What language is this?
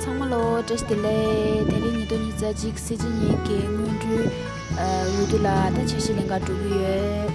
Tibetan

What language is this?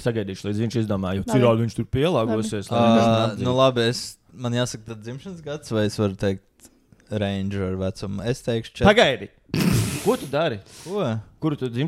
Latvian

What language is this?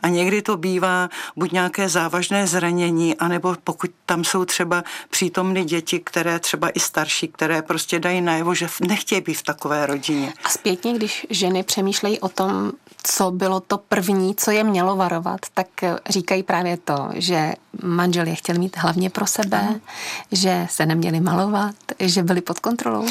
Czech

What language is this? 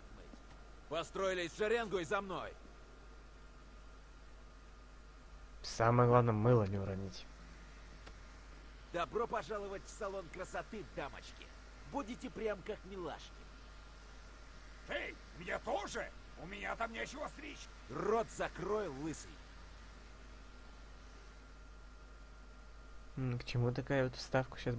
Russian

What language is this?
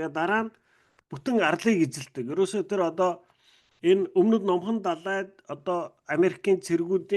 Mongolian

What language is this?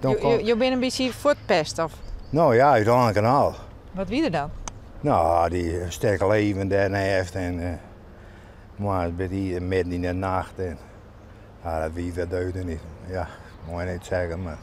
Western Frisian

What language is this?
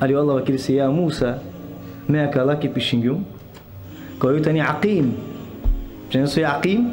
Balkan Romani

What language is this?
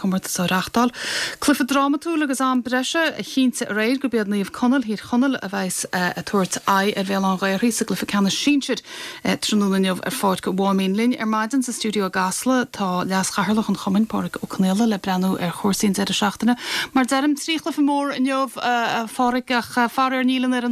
Irish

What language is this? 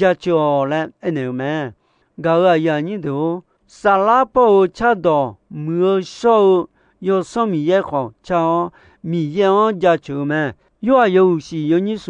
Akha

